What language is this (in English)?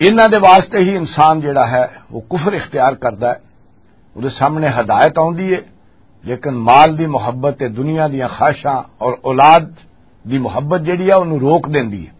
Western Panjabi